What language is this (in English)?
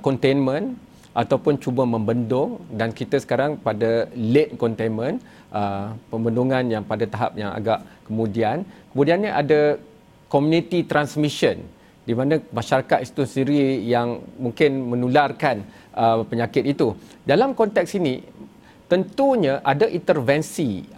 Malay